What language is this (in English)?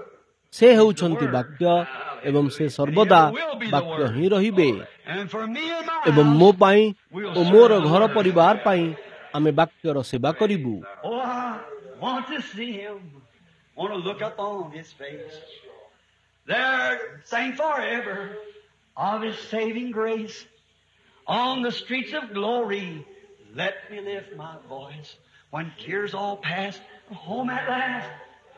Odia